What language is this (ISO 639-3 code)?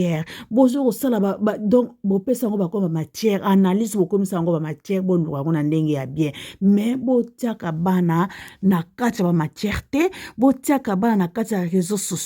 lin